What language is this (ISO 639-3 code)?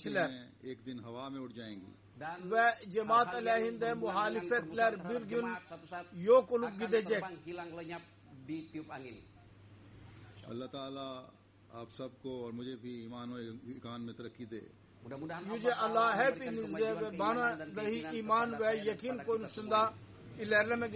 tur